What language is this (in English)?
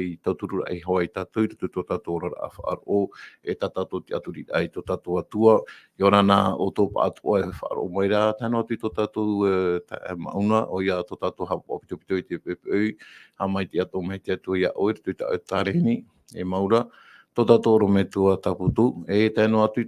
Tahitian